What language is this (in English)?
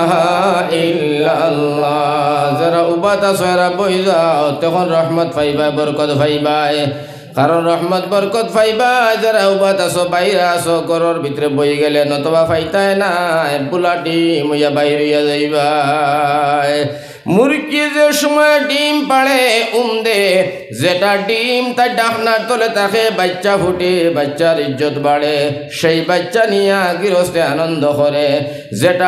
Sylheti